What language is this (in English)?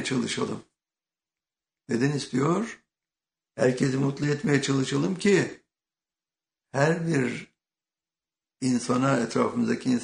Turkish